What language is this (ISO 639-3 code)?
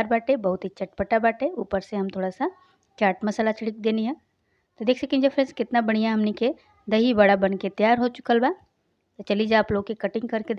bho